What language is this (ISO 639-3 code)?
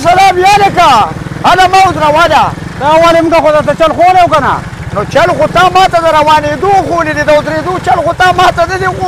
pus